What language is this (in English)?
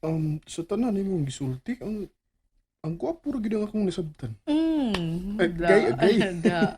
Cebuano